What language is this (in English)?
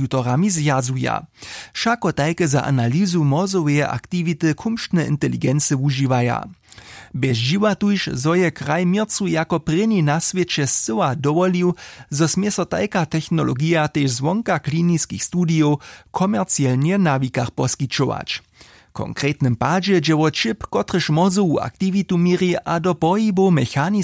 Upper Sorbian